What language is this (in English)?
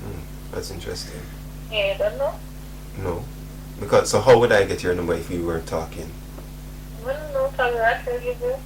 Jamaican Creole English